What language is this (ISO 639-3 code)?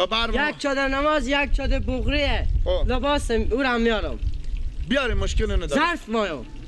fas